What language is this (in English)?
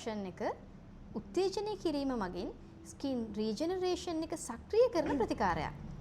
Sinhala